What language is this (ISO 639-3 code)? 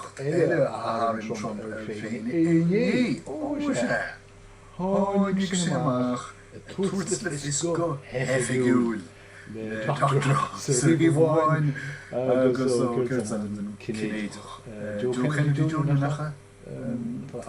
gle